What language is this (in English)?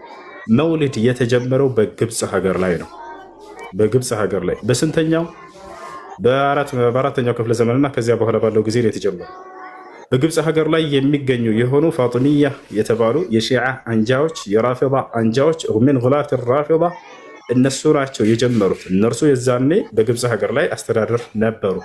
Amharic